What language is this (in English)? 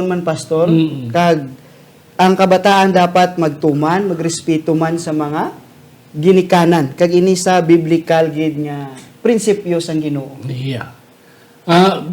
Hiligaynon